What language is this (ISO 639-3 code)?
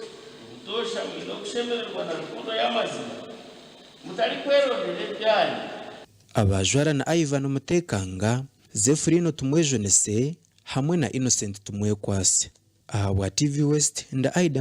nyn